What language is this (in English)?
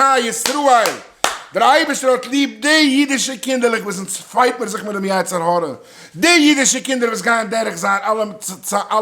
Yiddish